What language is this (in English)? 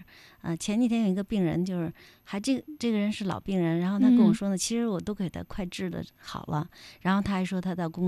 Chinese